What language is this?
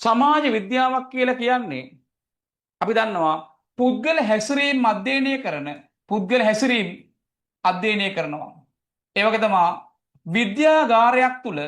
Sinhala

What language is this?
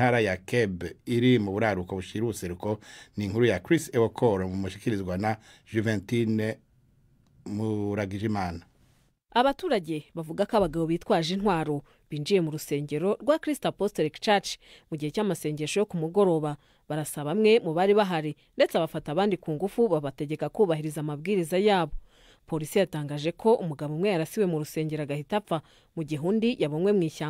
Rundi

